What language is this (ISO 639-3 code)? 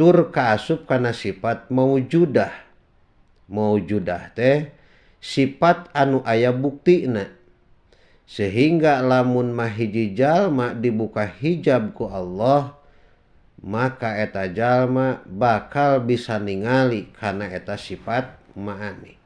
sun